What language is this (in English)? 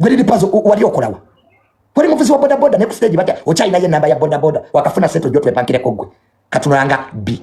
Ganda